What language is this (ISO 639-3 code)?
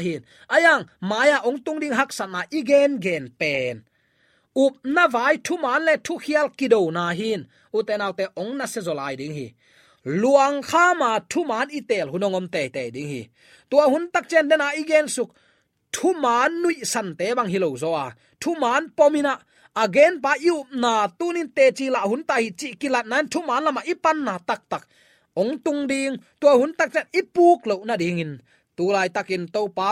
ctd